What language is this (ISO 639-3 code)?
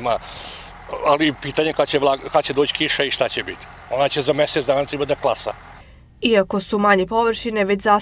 srp